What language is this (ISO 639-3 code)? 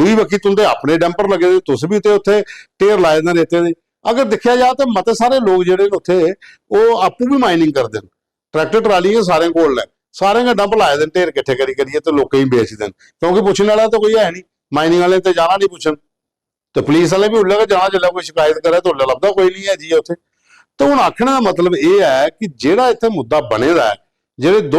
doi